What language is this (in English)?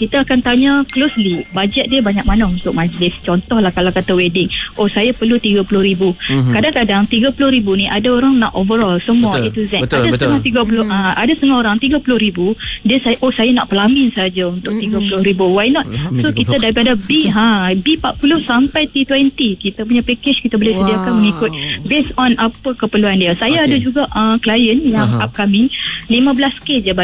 Malay